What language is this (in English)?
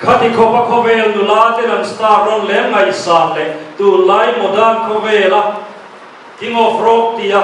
Mizo